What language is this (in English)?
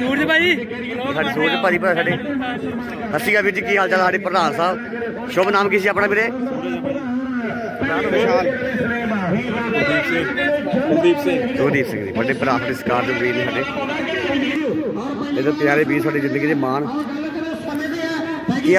Punjabi